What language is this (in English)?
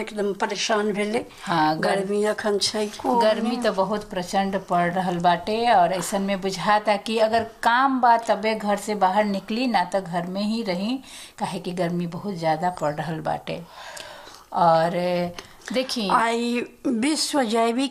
Bhojpuri